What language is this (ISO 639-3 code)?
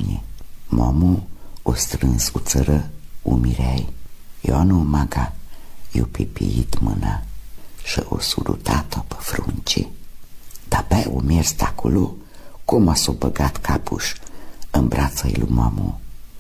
ron